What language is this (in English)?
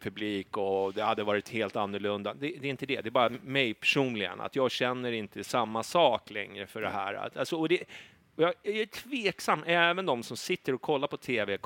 Swedish